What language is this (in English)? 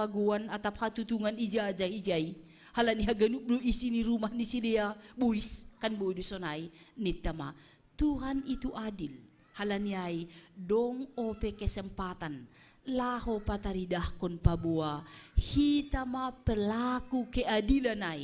Batak Simalungun